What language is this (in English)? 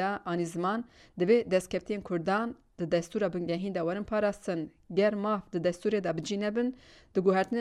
Kurdish